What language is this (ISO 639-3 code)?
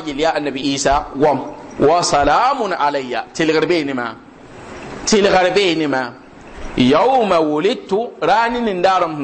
mos